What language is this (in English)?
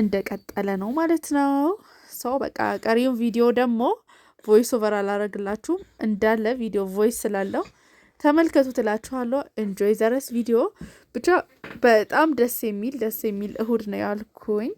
Amharic